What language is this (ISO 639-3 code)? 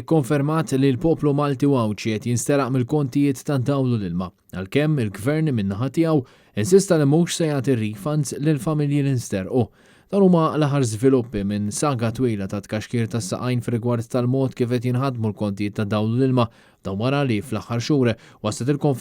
mlt